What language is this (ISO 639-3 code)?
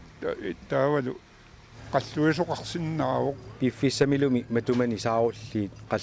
kal